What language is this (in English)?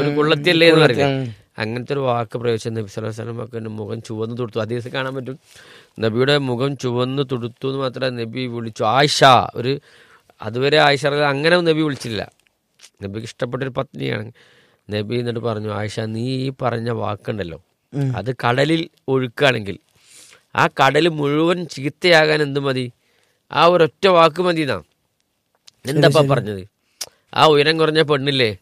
Malayalam